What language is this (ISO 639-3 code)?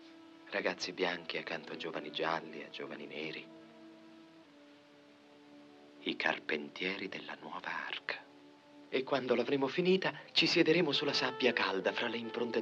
ita